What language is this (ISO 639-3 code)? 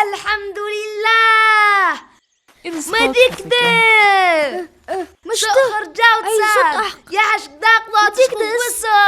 inh